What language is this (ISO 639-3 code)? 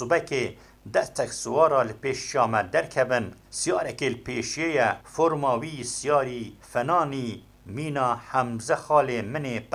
kur